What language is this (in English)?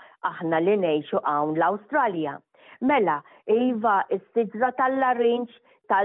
Maltese